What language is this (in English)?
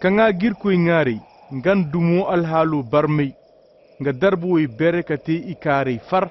Koyraboro Senni